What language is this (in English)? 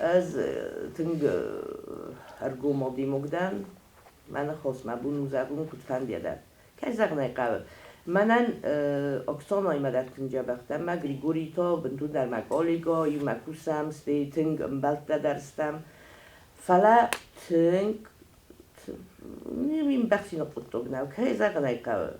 Ossetic